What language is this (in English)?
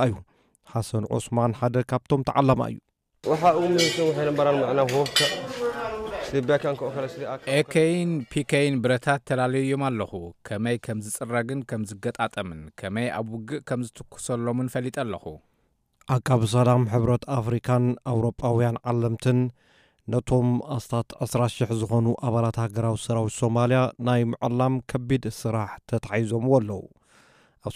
Tigrinya